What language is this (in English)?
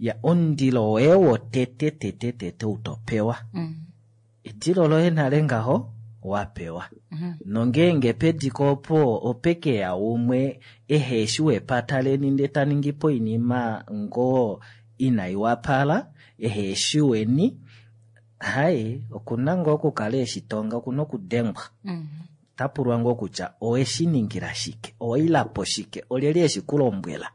Kuanyama